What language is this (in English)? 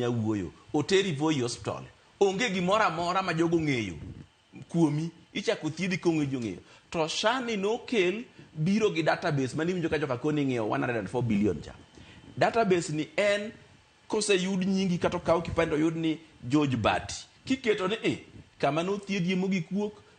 Luo (Kenya and Tanzania)